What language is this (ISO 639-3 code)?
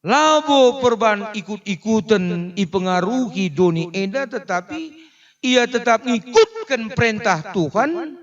btx